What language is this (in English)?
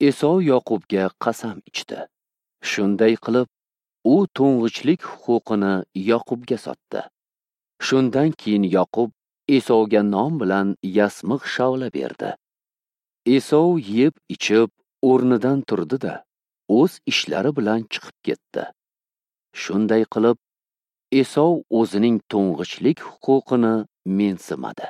Uzbek